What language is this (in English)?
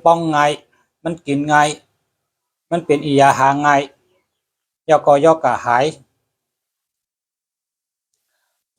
Shan